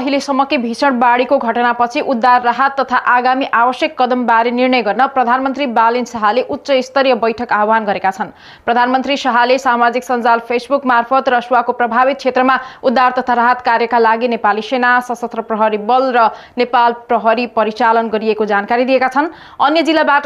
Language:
Nepali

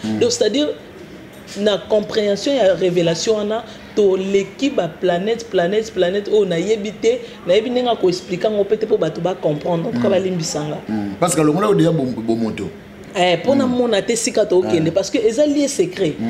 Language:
Lingala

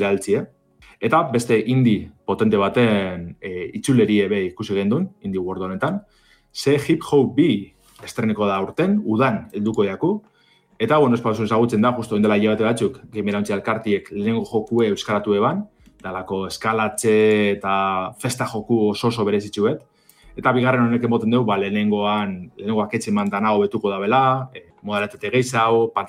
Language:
Basque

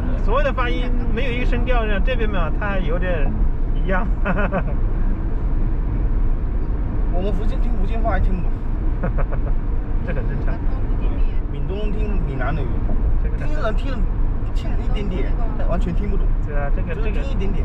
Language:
Chinese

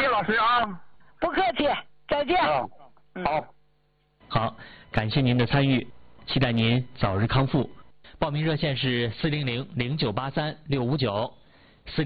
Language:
Chinese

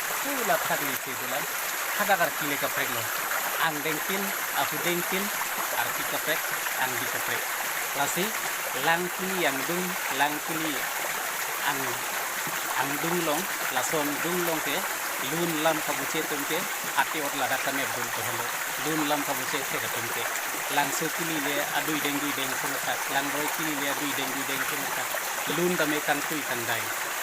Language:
Karbi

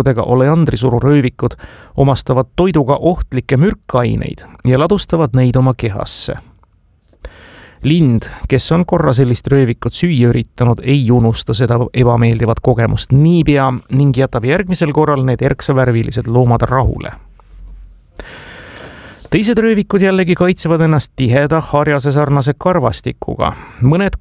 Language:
Estonian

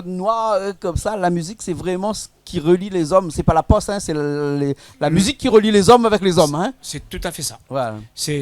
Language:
Réunion Creole French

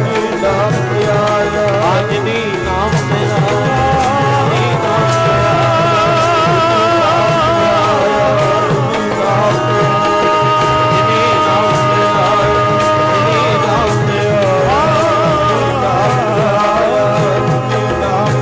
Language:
Punjabi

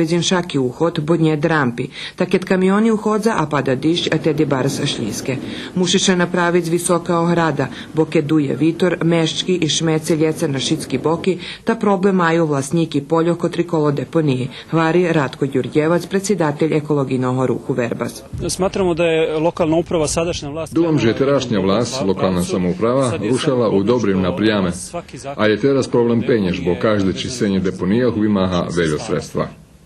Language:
Rusyn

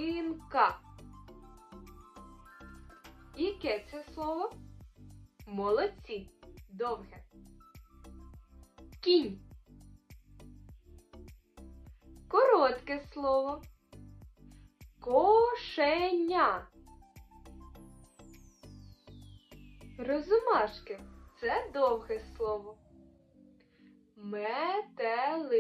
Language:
Ukrainian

